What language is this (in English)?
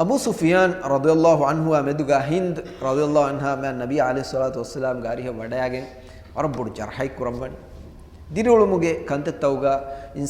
Divehi